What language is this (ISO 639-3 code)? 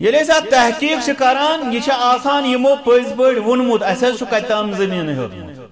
kas